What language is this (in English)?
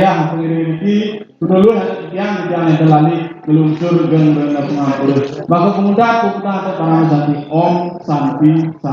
Balinese